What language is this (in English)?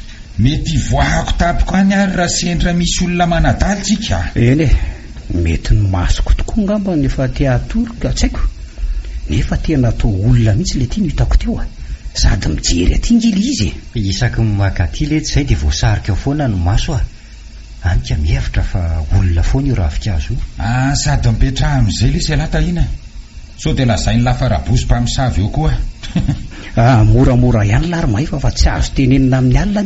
Malagasy